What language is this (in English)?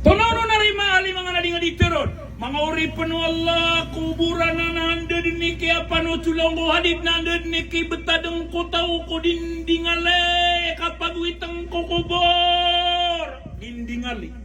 Maranao